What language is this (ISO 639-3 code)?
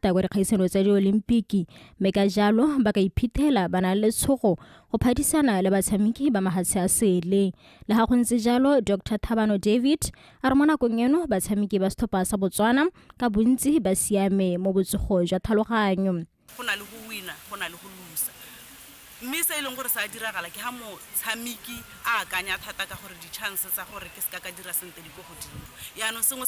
tsn